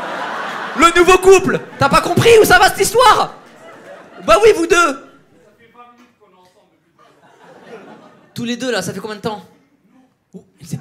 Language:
French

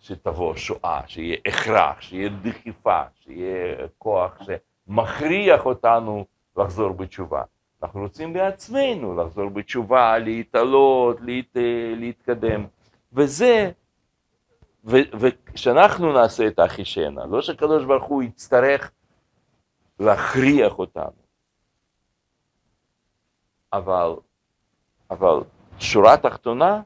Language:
Hebrew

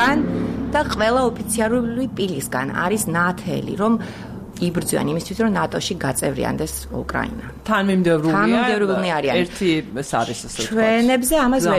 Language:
Georgian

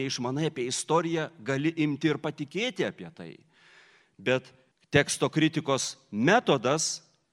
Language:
Lithuanian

